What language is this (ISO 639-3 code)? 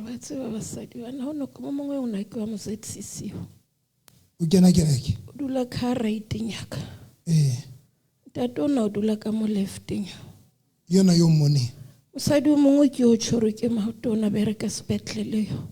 sot